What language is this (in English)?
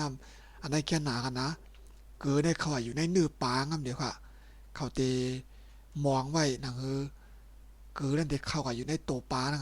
Shan